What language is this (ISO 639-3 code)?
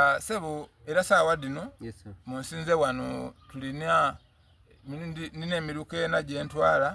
xog